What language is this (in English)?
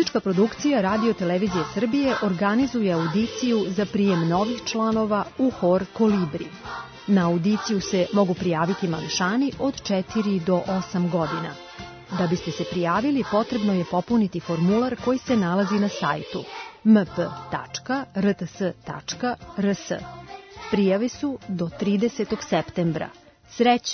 Serbian